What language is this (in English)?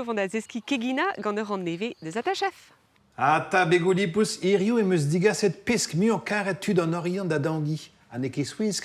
Breton